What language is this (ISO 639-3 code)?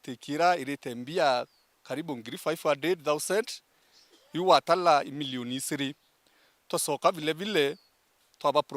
mer